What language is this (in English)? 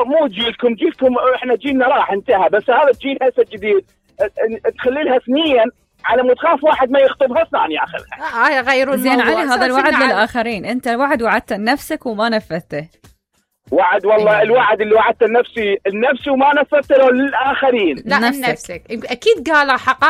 Mesopotamian Arabic